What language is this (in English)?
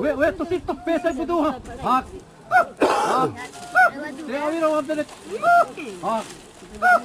Xavánte